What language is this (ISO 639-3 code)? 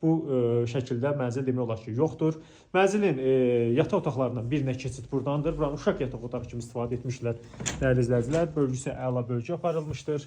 aze